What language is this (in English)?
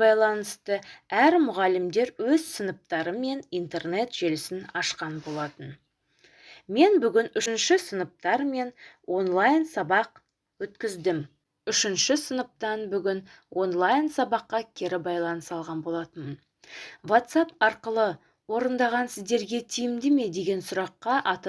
Kazakh